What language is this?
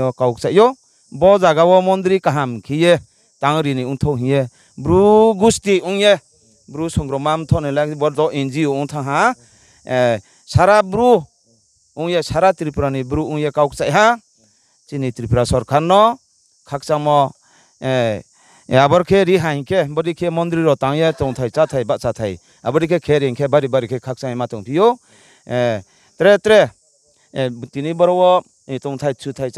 Riang (India)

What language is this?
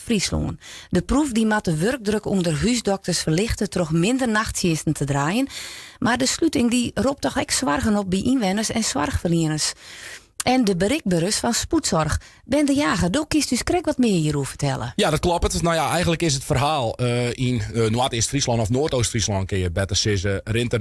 Western Frisian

